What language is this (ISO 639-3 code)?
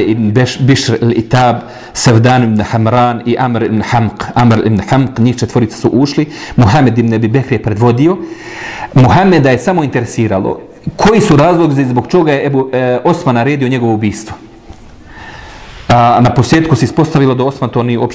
bos